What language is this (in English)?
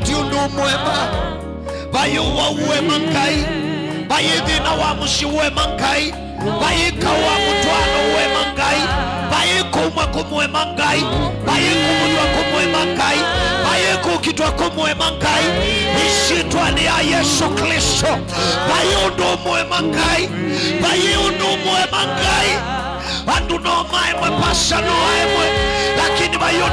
Kamba